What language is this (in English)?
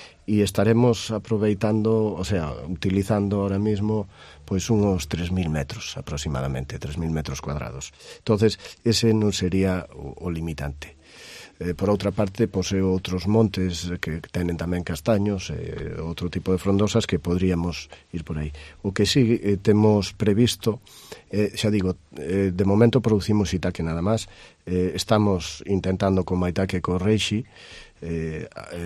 Galician